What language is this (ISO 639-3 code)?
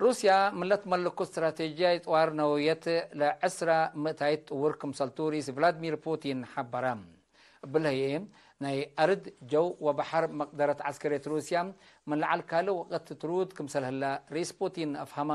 tig